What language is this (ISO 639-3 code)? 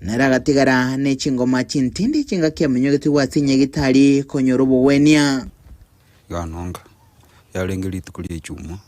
guz